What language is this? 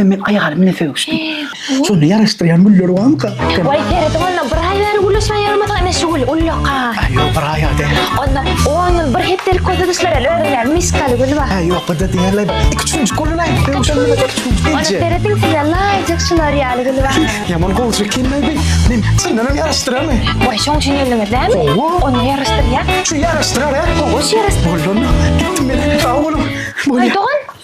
Turkmen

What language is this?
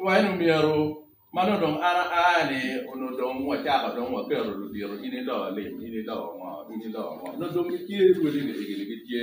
Acoli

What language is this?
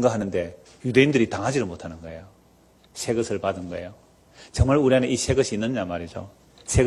Korean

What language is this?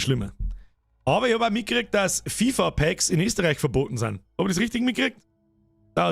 Bavarian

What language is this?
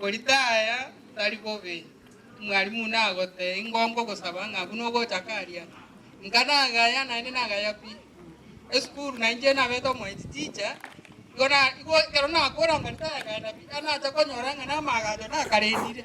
Gusii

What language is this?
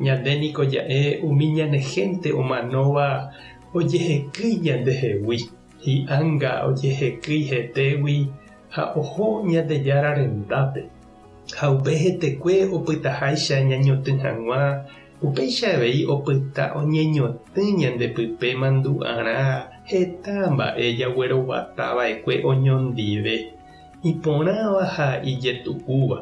Guarani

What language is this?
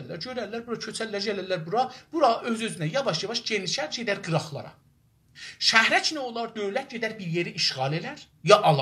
South Azerbaijani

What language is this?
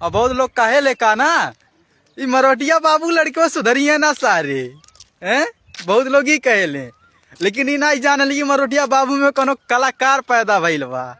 Bhojpuri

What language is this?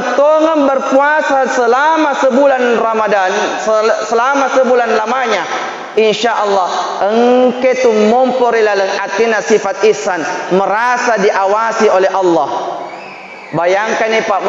Buginese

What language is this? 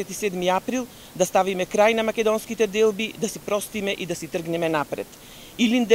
Macedonian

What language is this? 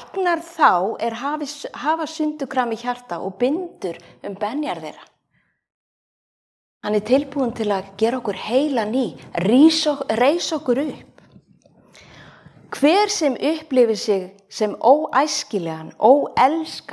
Icelandic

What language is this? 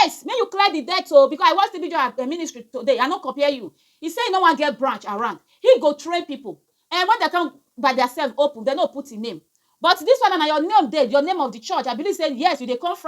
Nigerian Pidgin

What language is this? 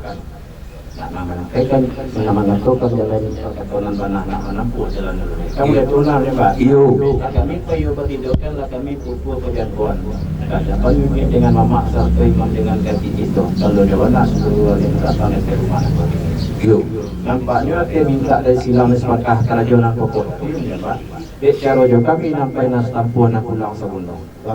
Minangkabau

